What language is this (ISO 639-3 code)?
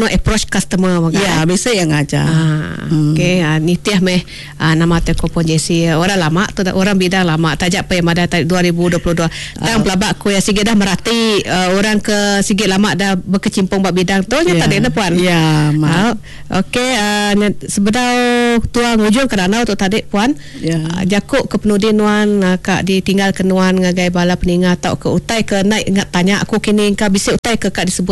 iba